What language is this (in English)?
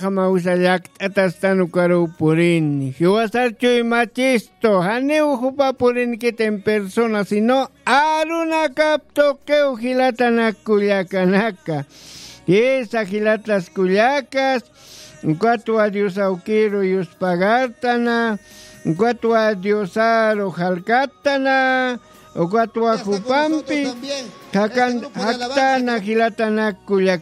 Aymara